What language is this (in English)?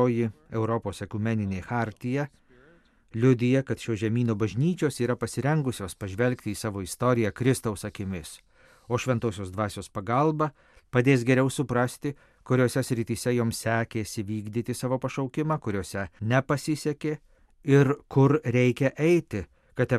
Lithuanian